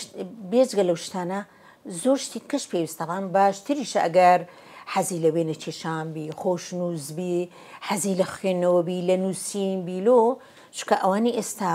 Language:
Central Kurdish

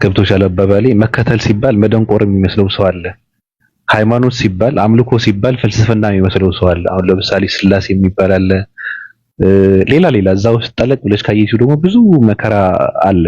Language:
Amharic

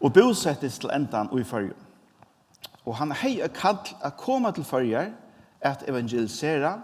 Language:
Faroese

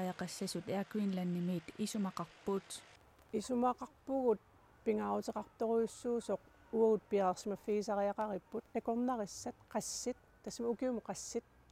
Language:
Kalaallisut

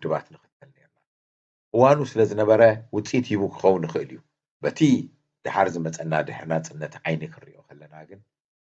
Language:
Tigrinya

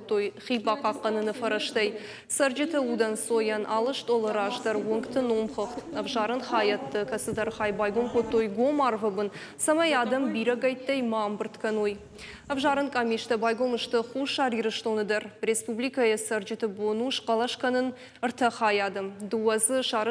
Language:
Ossetic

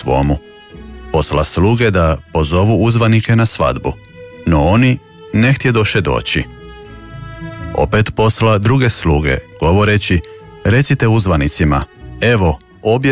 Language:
Croatian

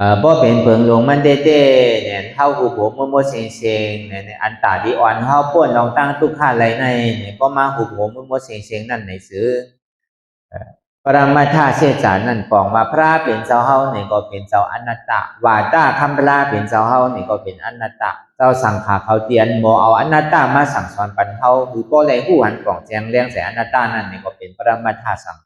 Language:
Shan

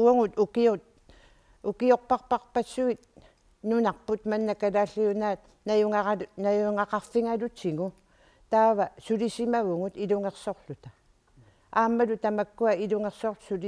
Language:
Kalaallisut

